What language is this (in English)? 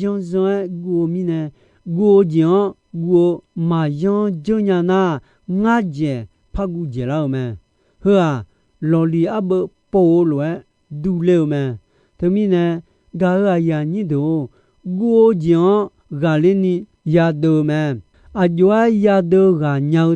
Akha